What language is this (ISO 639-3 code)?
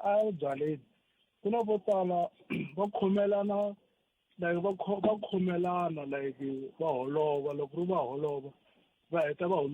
tso